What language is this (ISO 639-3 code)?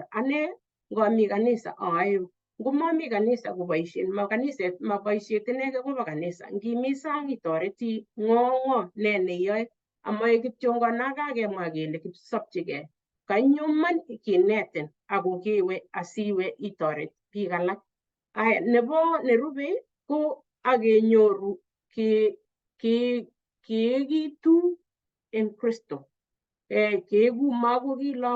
kln